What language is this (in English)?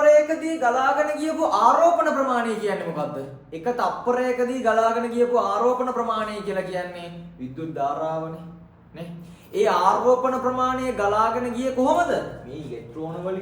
Sinhala